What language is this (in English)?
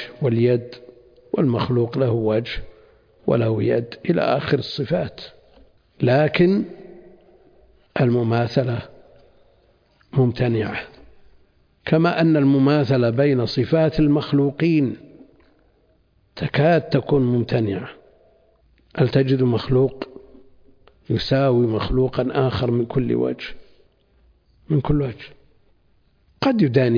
Arabic